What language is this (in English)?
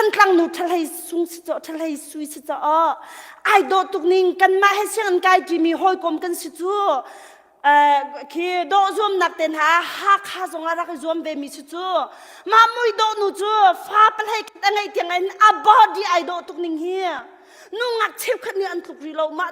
Hakha Chin